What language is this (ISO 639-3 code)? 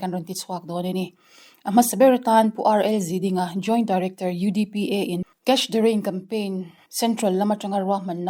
lus